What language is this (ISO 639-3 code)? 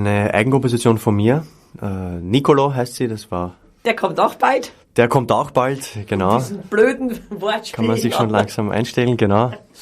bar